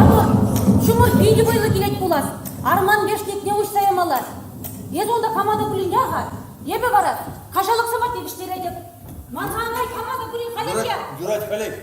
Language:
Chuvash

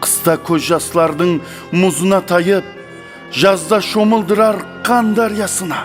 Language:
Kara-Kalpak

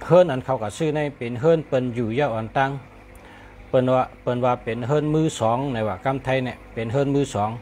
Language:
Shan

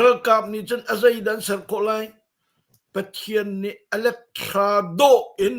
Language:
Hakha Chin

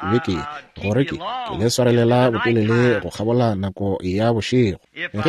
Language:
Northern Sotho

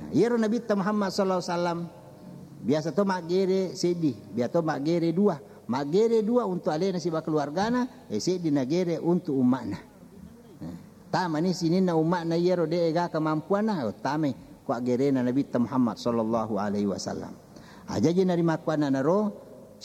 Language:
Buginese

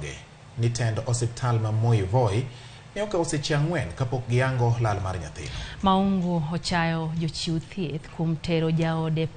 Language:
Luo (Kenya and Tanzania)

